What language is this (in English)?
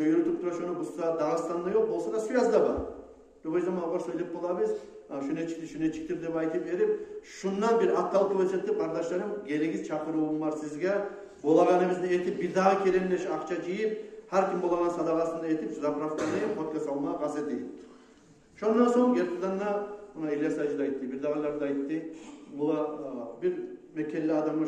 Kumyk